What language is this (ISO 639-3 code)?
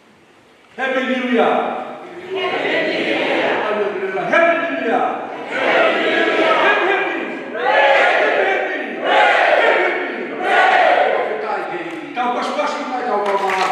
ton